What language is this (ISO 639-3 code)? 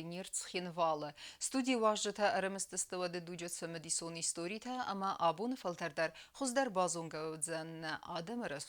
oss